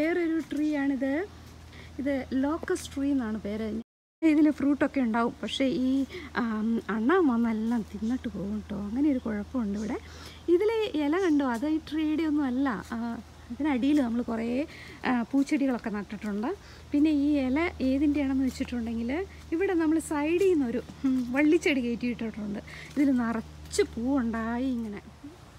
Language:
Malayalam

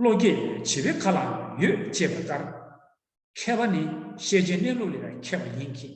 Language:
Tibetan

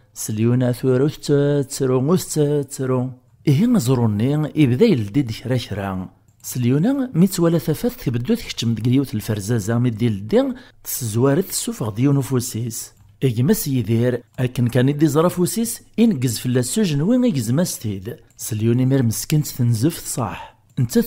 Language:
Kabyle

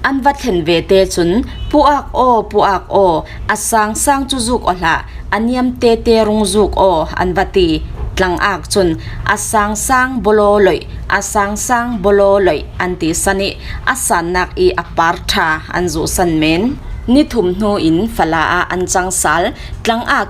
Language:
Falam Chin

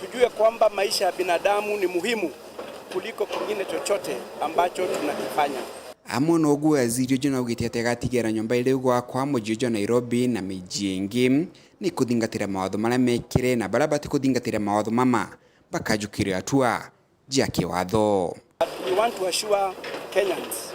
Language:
Meru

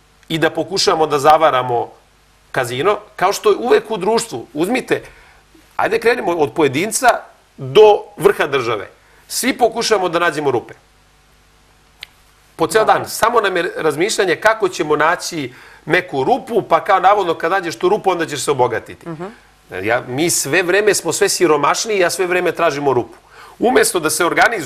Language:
Serbian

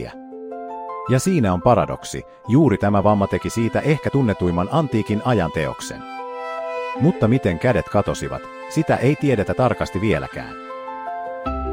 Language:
Finnish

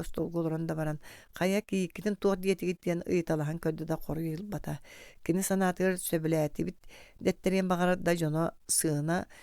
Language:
Yakut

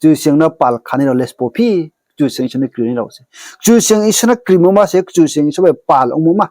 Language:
Riang (India)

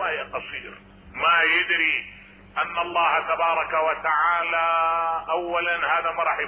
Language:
Mesopotamian Arabic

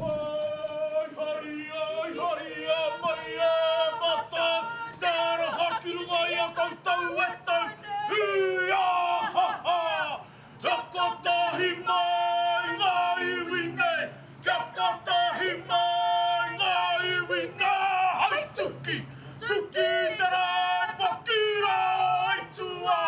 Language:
Māori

